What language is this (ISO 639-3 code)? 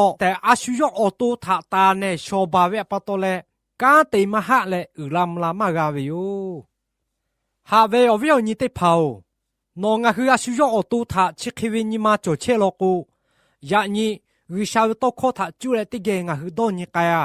lhu